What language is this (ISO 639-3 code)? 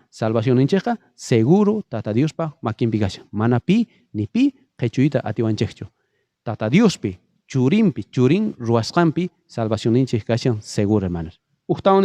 quh